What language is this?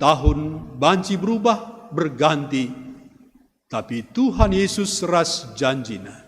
Batak Karo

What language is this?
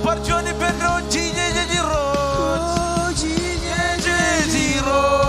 Marshallese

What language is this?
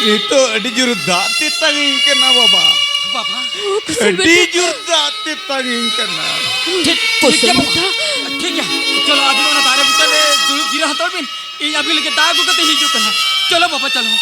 Santali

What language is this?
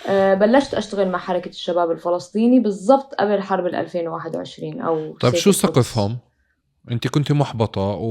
North Levantine Arabic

